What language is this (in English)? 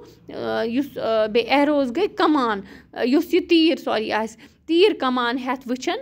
Kashmiri